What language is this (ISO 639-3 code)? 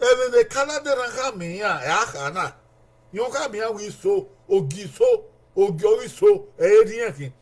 bin